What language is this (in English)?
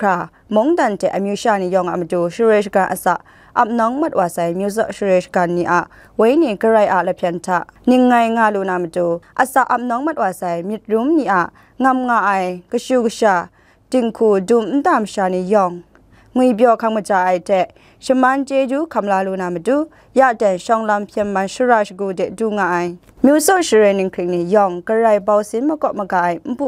Kachin